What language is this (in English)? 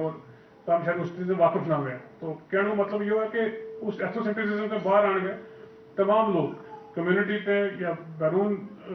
Gujari